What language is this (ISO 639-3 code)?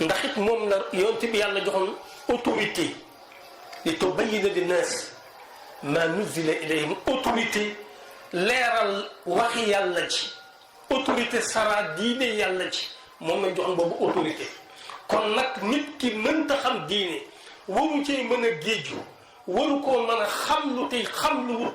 wol